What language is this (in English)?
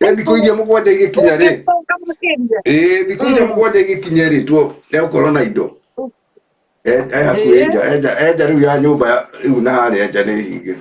Kikuyu